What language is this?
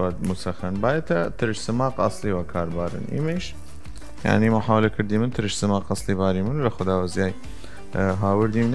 Southern Kurdish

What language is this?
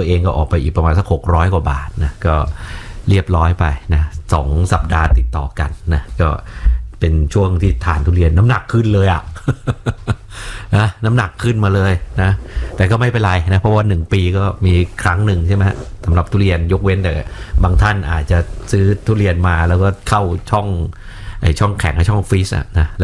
Thai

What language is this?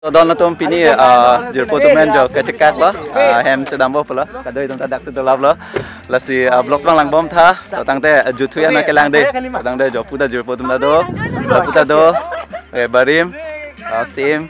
Karbi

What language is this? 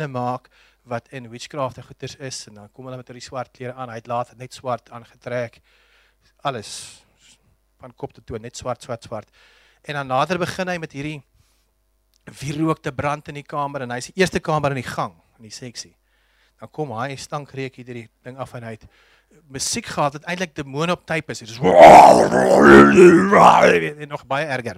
Afrikaans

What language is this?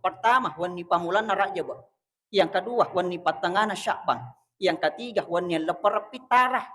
Buginese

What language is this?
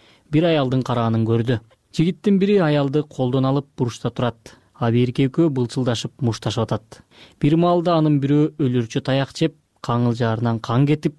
Kyrgyz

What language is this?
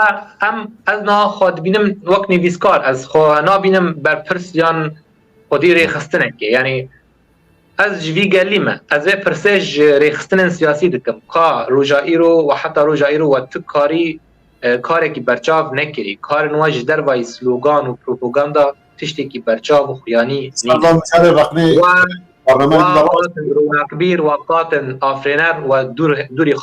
Kurdish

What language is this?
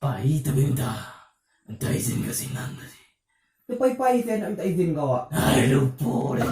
Minangkabau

